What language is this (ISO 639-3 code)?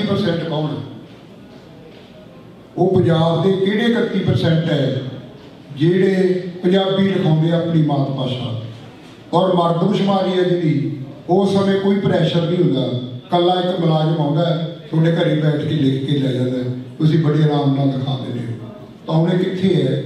pan